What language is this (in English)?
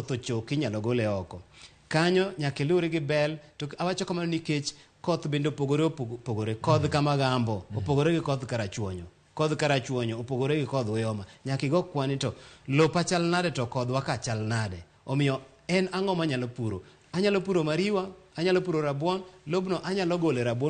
Luo (Kenya and Tanzania)